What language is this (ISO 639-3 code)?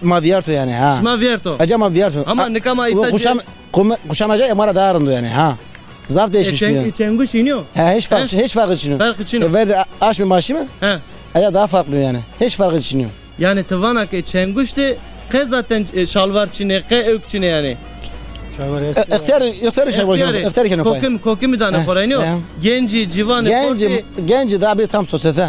zza